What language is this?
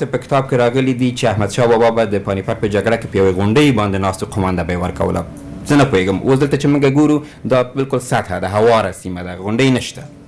Pashto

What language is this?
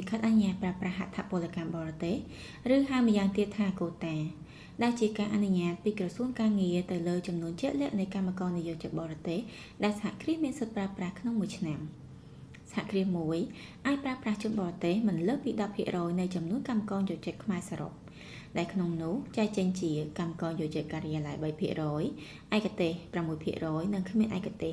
Khmer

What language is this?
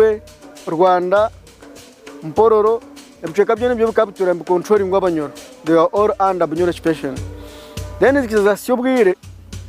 Nyankole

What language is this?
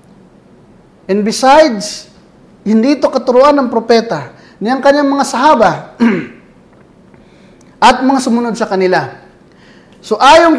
Filipino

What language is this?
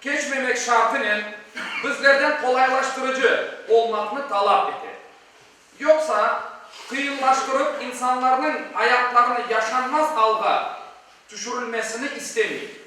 Crimean Tatar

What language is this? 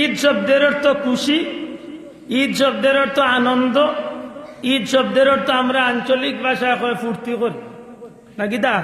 Sylheti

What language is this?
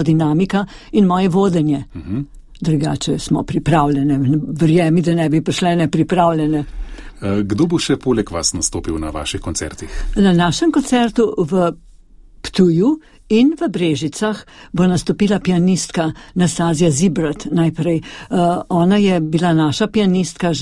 Slovenian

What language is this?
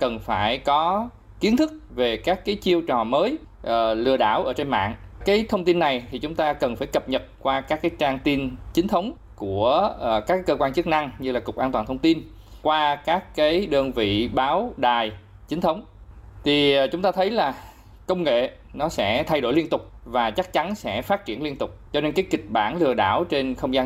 Vietnamese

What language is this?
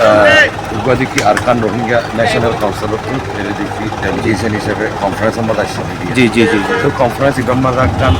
Rohingya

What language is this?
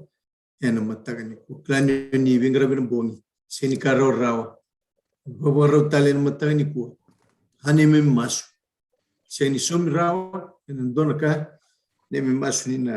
Fijian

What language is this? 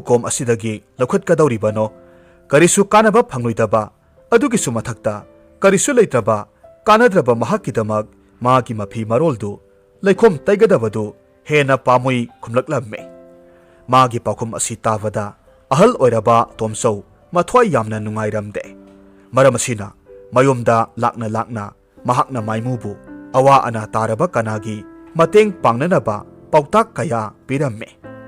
Manipuri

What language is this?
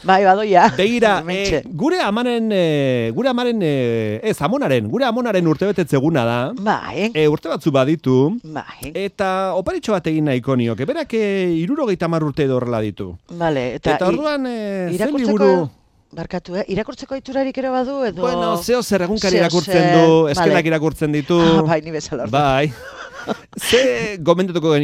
Basque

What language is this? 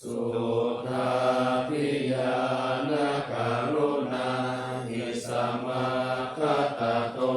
Pali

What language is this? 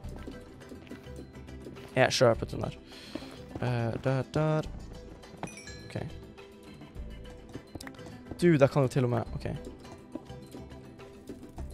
Norwegian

